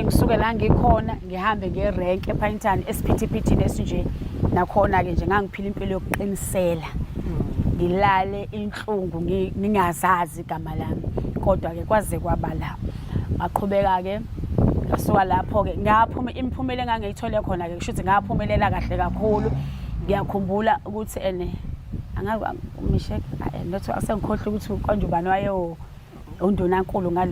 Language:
Zulu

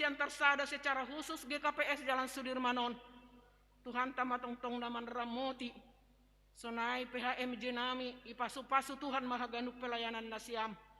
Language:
Batak Simalungun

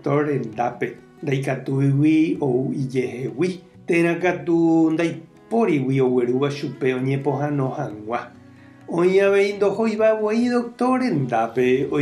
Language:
Guarani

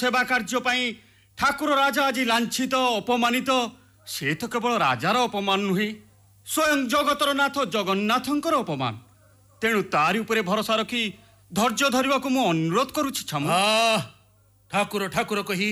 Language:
Odia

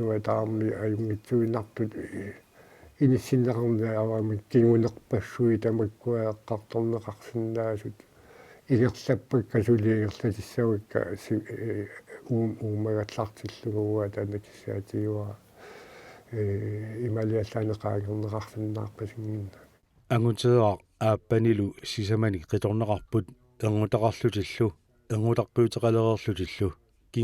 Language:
Kalaallisut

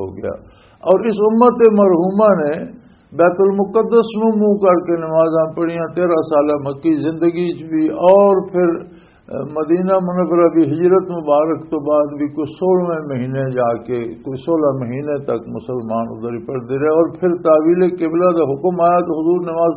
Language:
Western Panjabi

